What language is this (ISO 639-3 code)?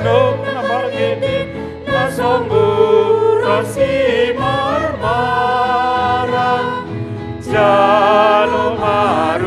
bts